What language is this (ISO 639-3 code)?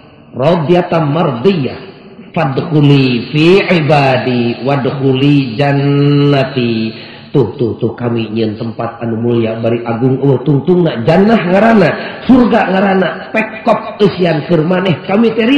sun